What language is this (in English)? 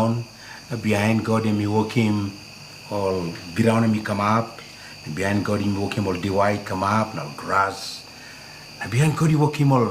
Tok Pisin